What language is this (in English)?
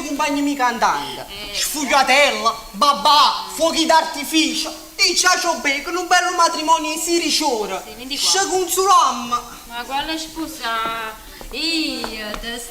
Neapolitan